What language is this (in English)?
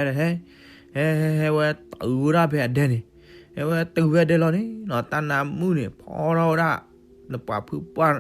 S'gaw Karen